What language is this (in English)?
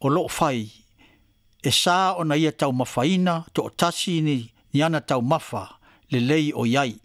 Samoan